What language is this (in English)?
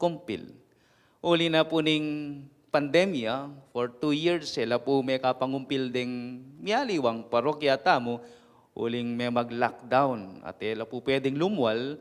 Pampanga